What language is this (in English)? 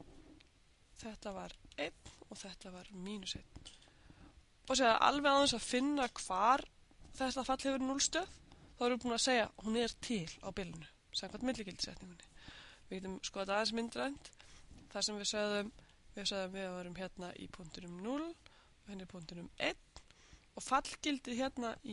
Icelandic